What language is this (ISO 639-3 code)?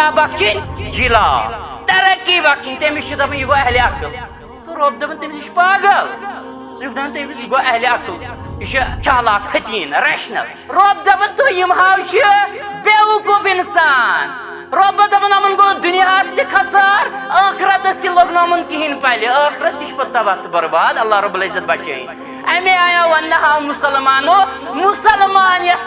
kas